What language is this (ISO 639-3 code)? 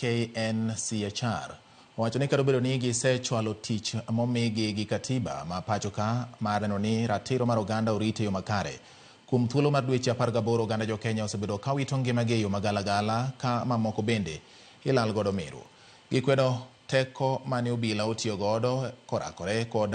luo